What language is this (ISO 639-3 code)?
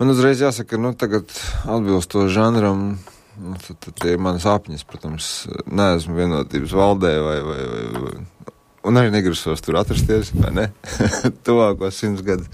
lav